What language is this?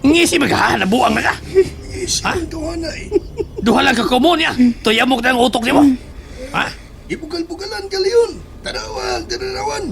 Cebuano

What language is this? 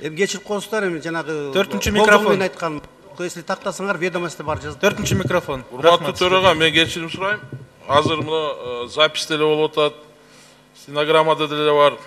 Kyrgyz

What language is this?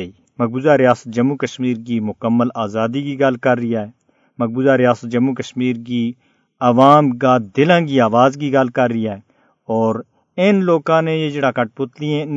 Gujari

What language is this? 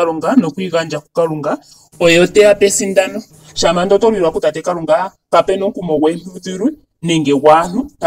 Ndonga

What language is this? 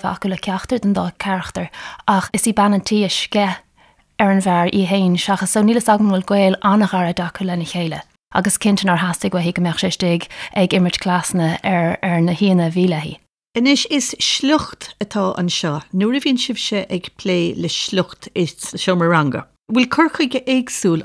Irish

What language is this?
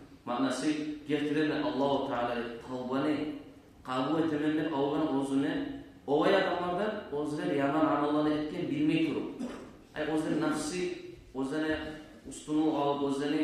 Kumyk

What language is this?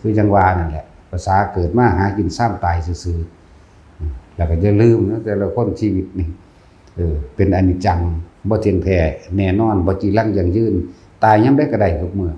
Northeastern Thai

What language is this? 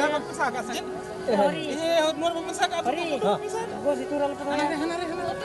Santali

